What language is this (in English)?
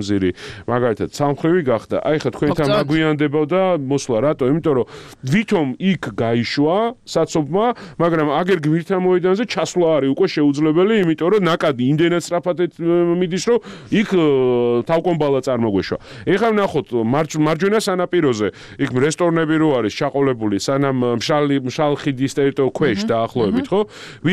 Georgian